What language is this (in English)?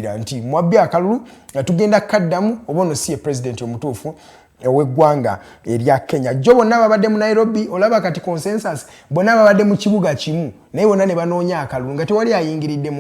Ganda